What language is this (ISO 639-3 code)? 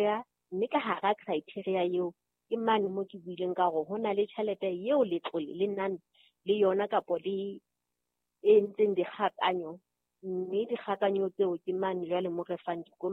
sot